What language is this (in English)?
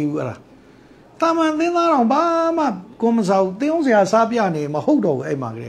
Burmese